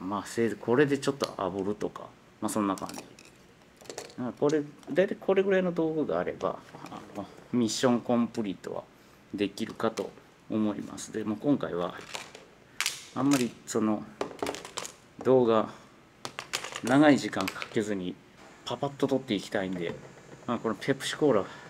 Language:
Japanese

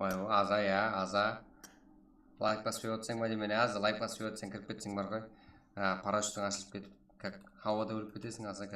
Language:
Kara-Kalpak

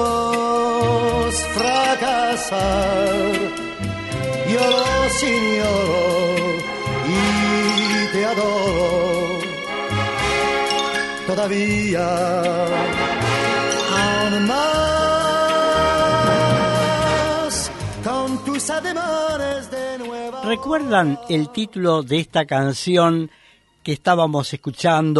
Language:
Spanish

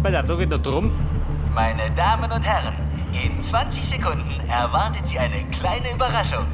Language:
Bavarian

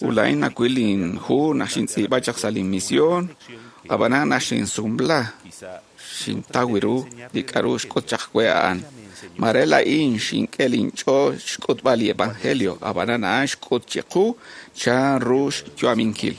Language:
Kekchí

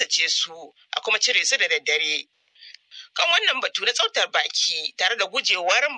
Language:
Hausa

